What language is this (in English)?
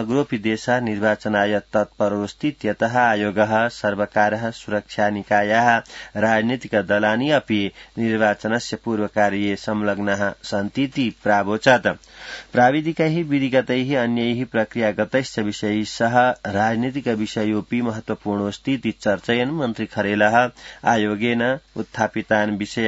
Sanskrit